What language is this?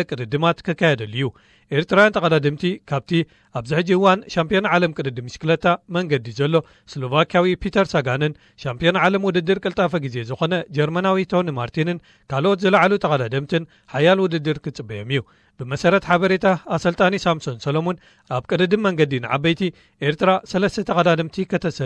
Tigrinya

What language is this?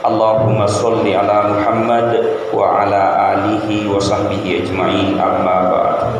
Buginese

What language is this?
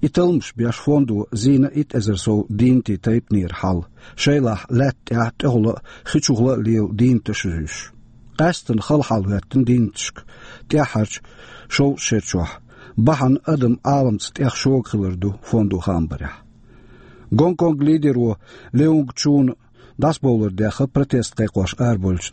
Chechen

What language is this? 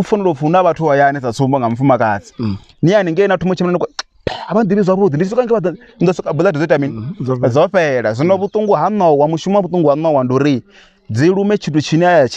Venda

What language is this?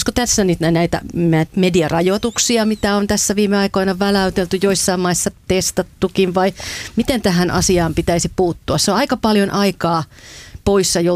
Finnish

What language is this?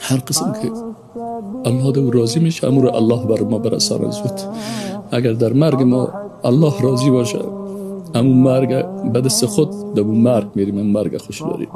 Persian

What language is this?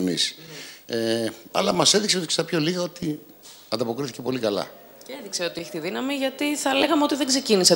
Greek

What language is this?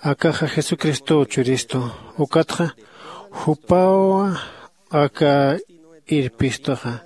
Aymara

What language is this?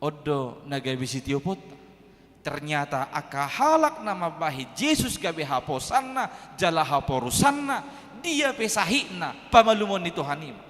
Batak Toba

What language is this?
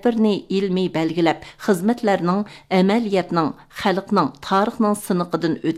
Uyghur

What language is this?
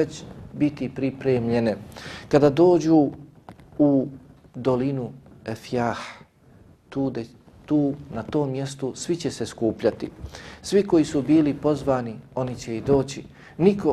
Bosnian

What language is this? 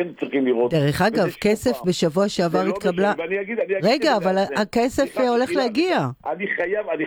Hebrew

